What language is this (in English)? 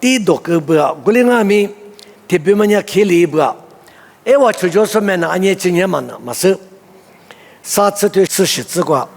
Lisu